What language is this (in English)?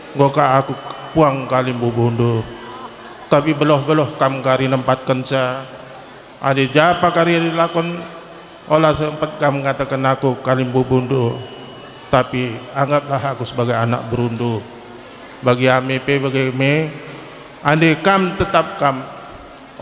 Batak Karo